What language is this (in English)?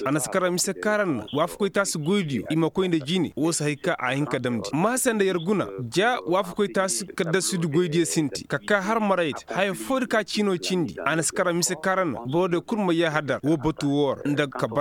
Koyraboro Senni